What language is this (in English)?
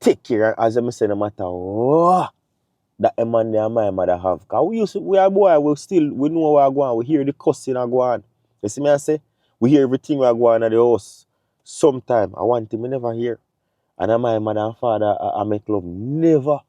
Jamaican Creole English